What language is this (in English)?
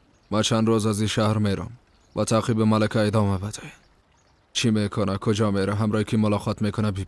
Persian